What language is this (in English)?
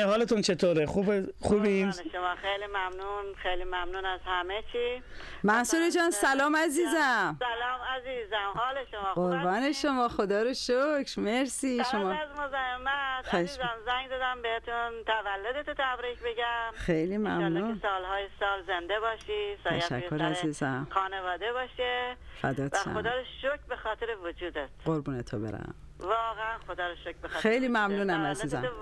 Persian